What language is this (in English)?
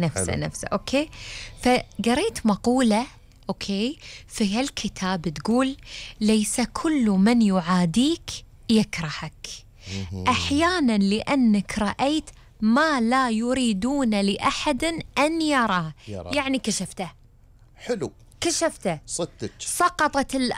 Gulf Arabic